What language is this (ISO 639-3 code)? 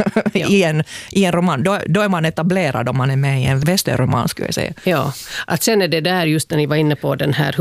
swe